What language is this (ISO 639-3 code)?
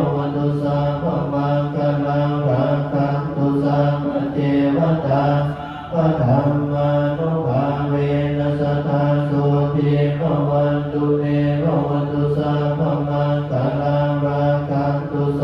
pli